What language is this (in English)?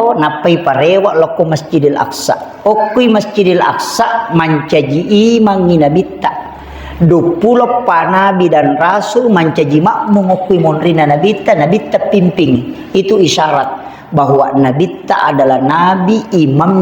Buginese